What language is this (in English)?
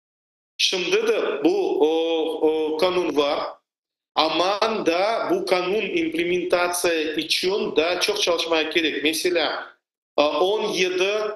Crimean Tatar